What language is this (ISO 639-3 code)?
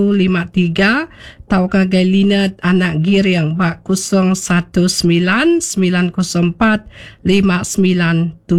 iba